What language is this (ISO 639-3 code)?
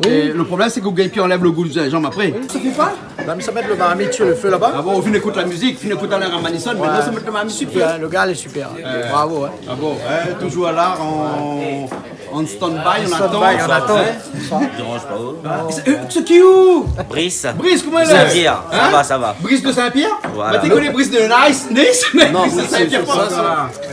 rcf